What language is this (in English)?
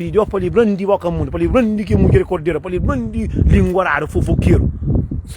Kabuverdianu